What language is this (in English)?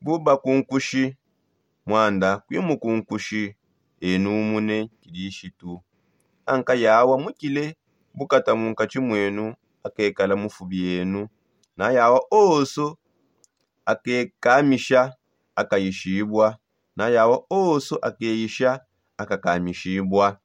Songe